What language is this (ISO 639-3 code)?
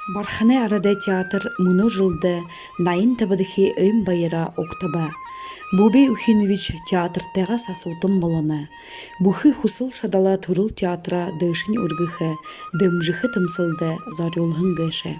bua